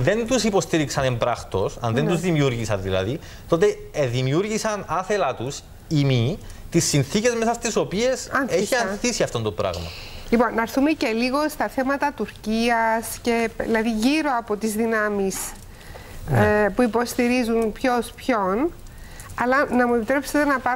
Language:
Greek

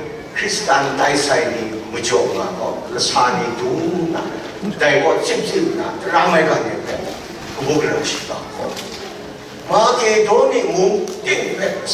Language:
Kachin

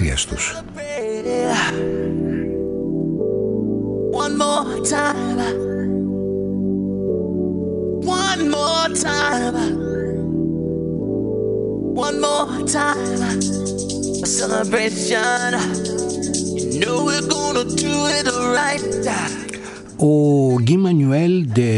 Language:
Greek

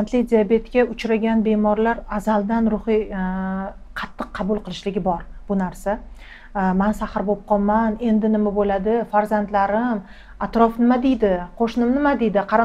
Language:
Uzbek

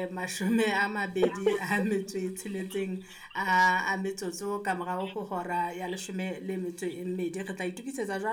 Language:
Southern Sotho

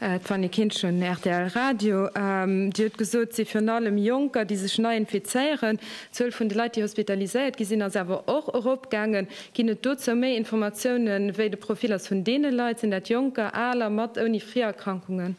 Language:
Luxembourgish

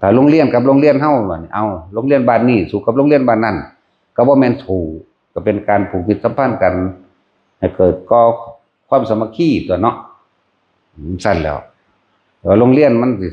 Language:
Northeastern Thai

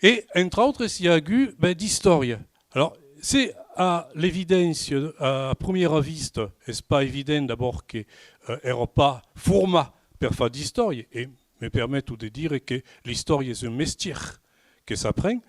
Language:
Occitan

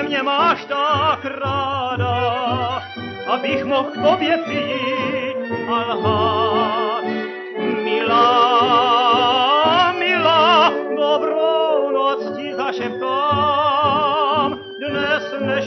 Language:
Czech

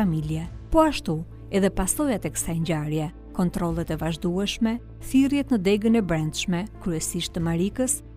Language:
Albanian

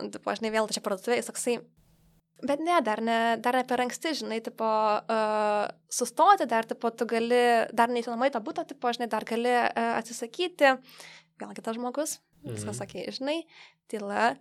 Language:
Lithuanian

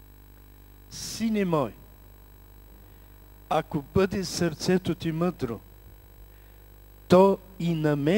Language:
Bulgarian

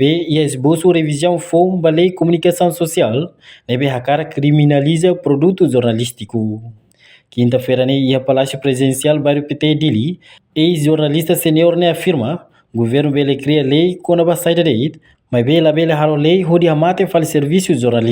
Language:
Tetum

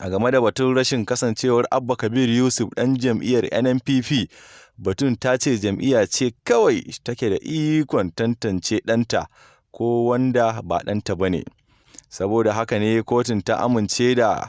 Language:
Hausa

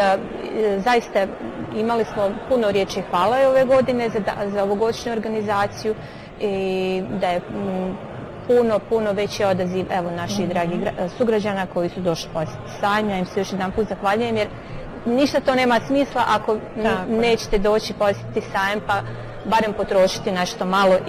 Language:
Bosnian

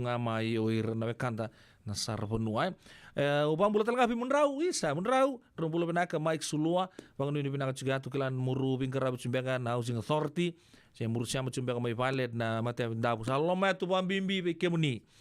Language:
Fijian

